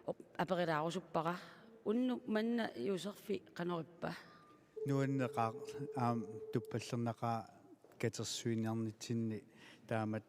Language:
Kalaallisut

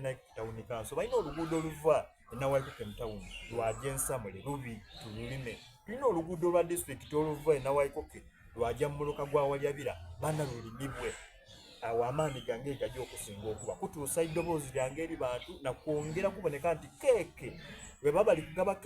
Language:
Soga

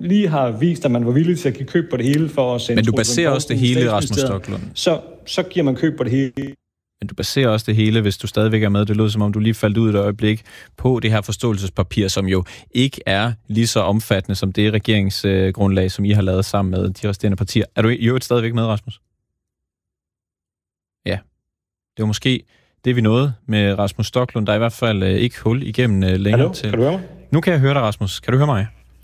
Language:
Danish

